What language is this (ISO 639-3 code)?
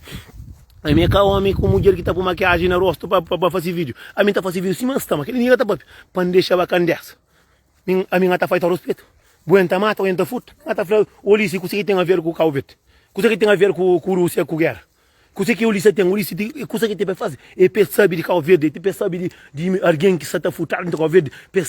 kea